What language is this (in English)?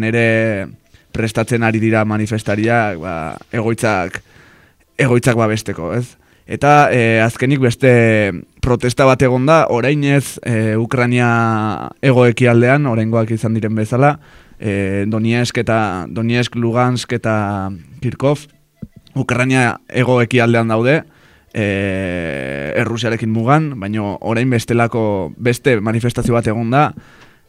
Basque